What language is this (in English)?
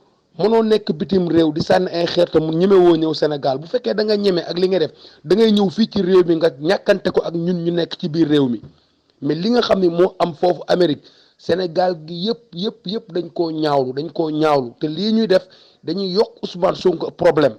Wolof